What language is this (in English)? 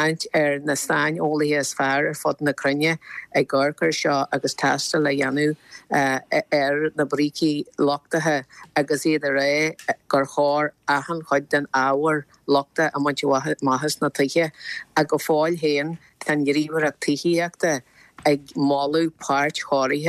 Irish